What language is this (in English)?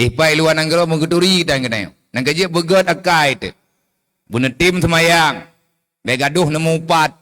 Achinese